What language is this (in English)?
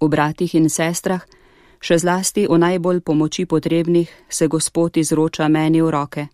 Slovenian